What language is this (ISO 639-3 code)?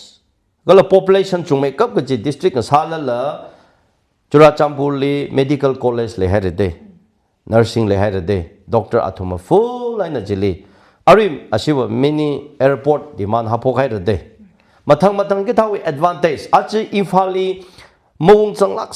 nmf